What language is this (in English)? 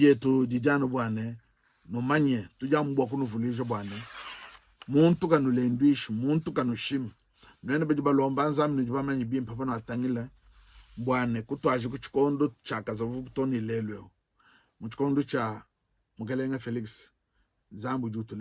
Luba-Lulua